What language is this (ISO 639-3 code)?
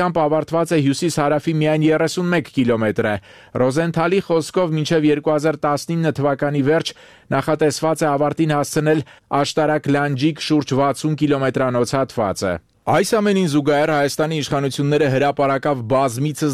hye